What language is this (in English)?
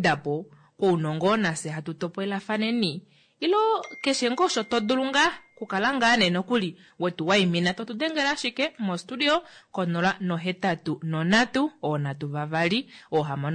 Kuanyama